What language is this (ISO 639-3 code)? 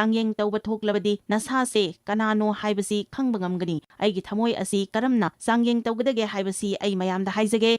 mni